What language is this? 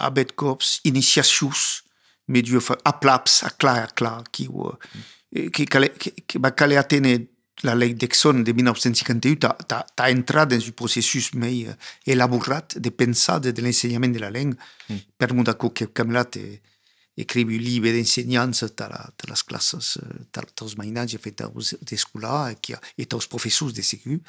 Occitan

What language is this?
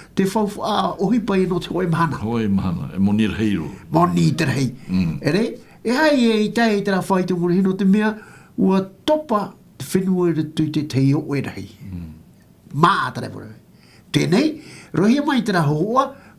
Tahitian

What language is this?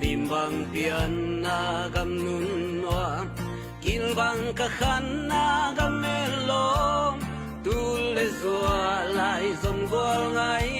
Tedim Chin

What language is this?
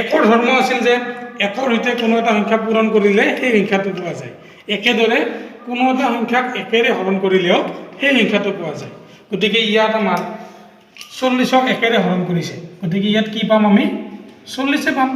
Assamese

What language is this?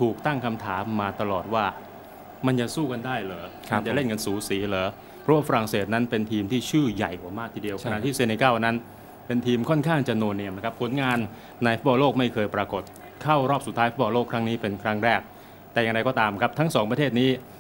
Thai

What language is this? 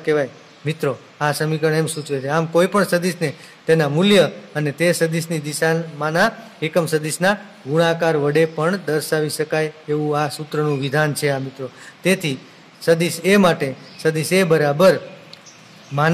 Gujarati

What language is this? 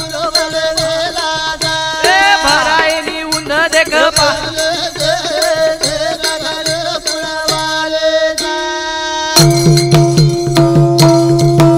Lambadi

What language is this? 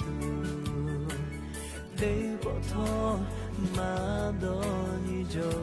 Lahu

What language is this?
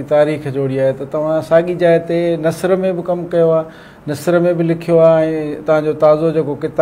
Sindhi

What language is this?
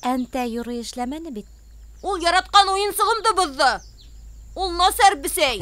Bashkir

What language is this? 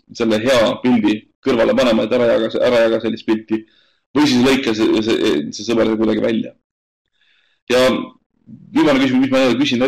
Estonian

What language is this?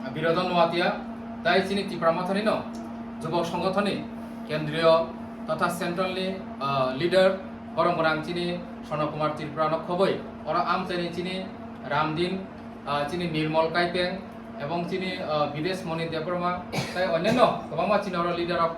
Kok Borok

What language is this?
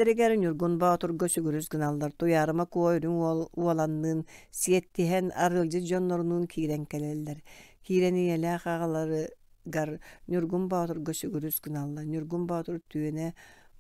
Yakut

